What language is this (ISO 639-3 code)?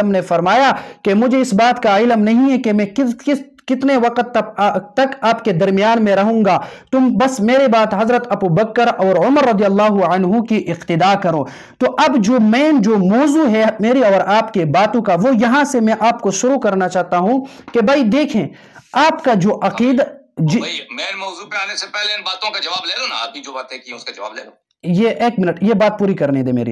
urd